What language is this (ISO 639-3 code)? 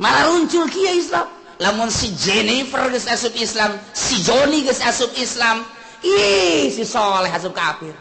sun